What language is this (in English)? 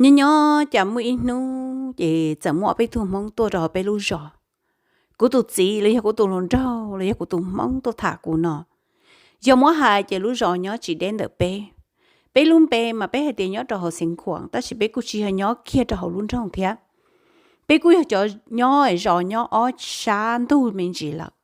Hmong